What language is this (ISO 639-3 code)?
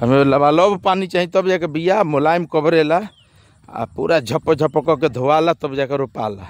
bho